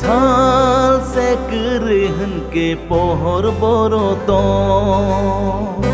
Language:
Kok Borok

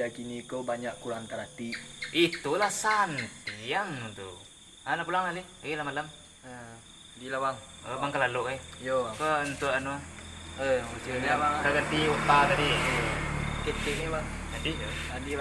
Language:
Minangkabau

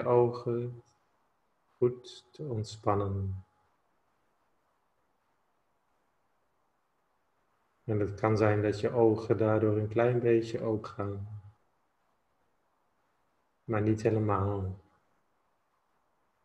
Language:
Dutch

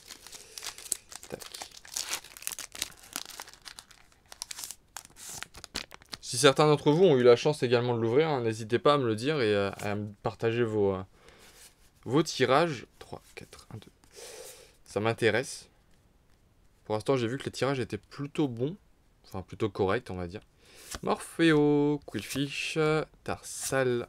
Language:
French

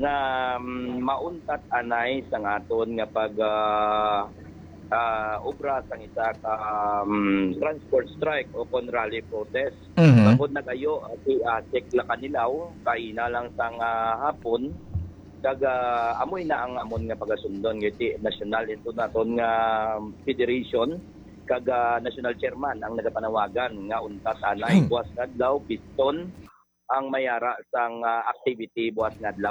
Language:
Hiligaynon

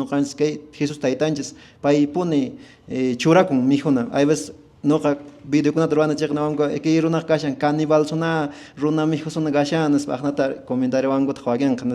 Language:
Quechua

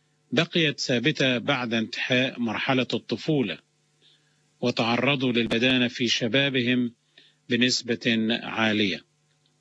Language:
Arabic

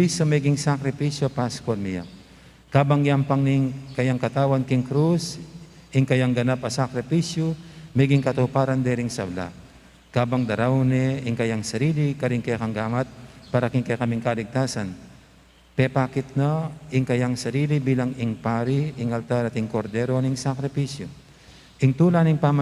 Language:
Pampanga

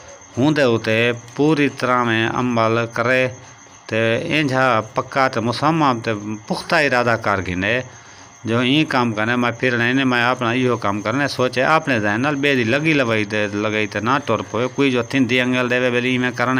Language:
Saraiki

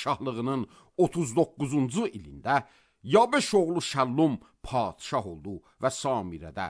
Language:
Azerbaijani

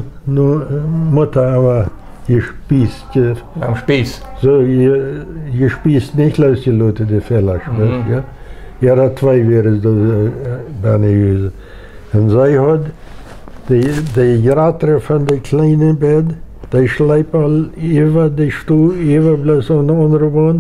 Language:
Plautdietsch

